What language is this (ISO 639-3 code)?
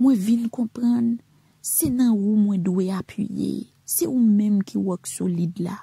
hat